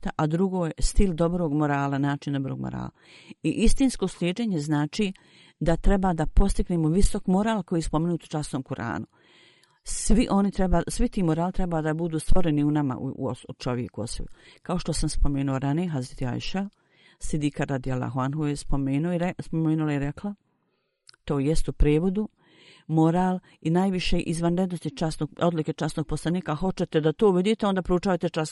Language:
Bosnian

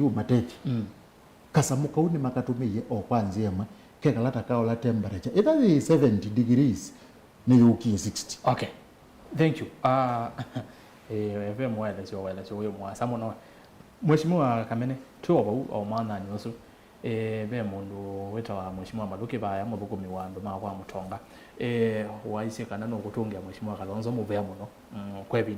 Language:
Kamba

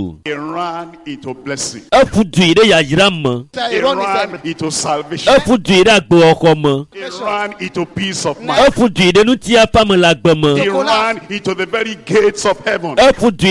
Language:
Ewe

